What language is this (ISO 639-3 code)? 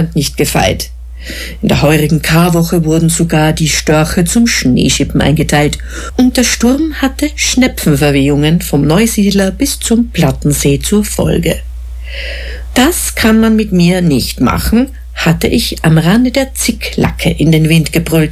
deu